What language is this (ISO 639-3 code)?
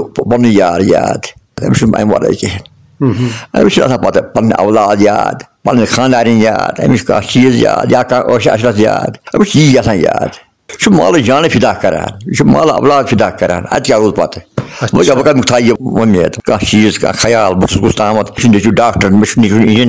kas